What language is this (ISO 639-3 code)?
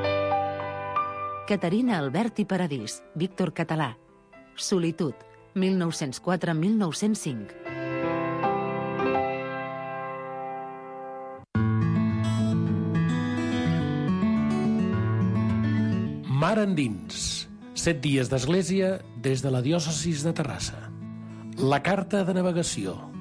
cat